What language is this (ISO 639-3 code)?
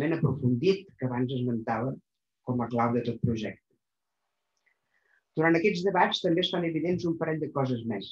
cat